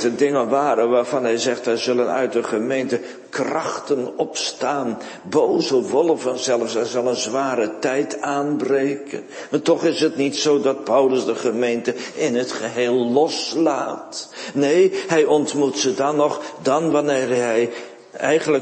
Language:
Dutch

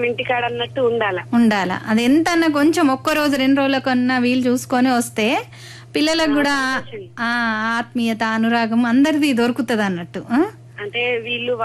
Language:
Telugu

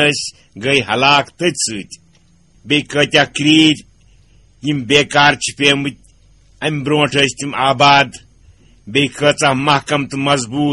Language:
Kashmiri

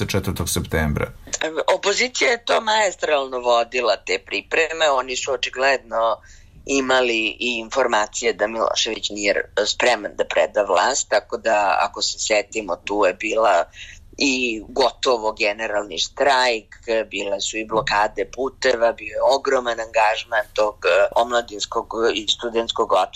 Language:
Serbian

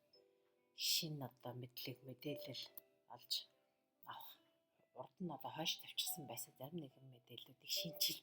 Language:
Mongolian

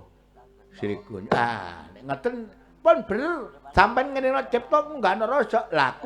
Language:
Javanese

